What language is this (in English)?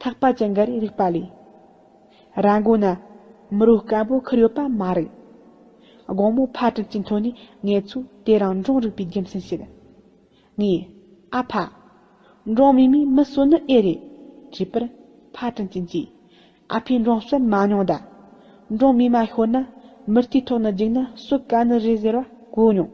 Tibetan